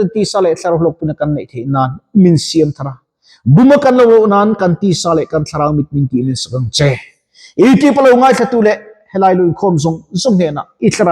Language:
Mizo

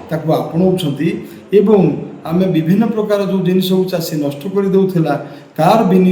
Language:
Odia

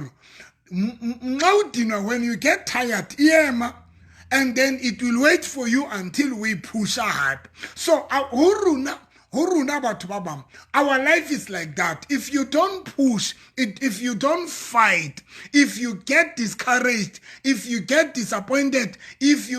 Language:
Southern Sotho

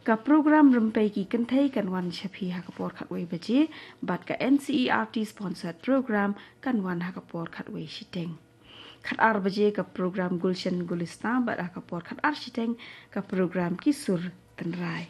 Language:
Khasi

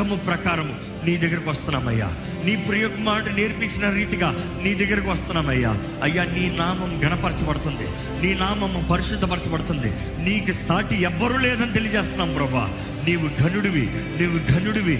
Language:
Telugu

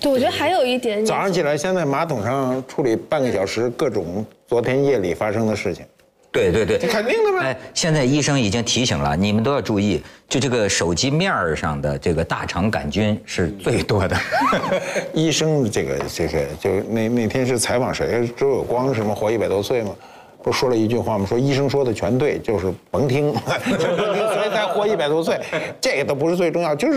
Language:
Chinese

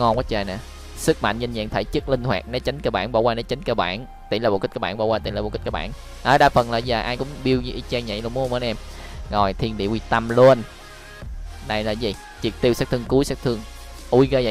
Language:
Vietnamese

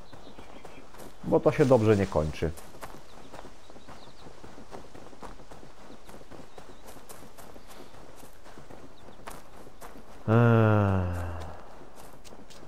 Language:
Polish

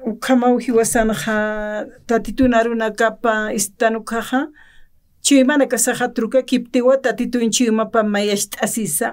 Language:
Aymara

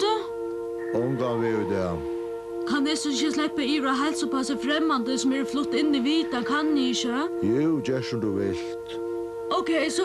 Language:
Faroese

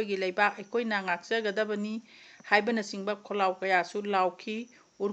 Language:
Manipuri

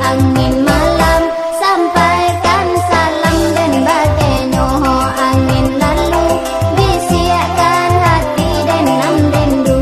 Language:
Minangkabau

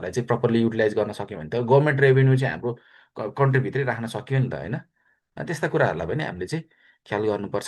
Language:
Nepali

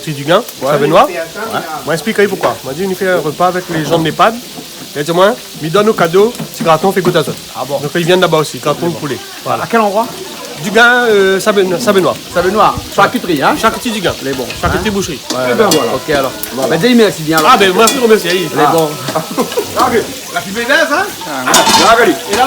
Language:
Réunion Creole French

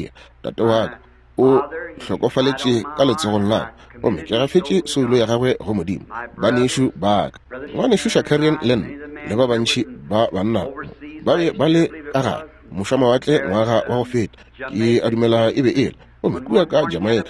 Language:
Northern Sotho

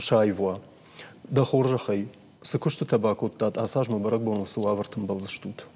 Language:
Ossetic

